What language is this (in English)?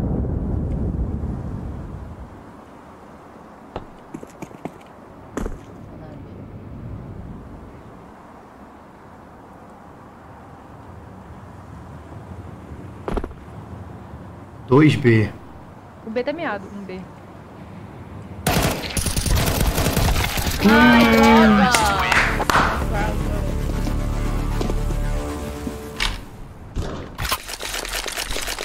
Portuguese